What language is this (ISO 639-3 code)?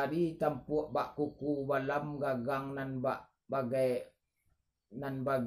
min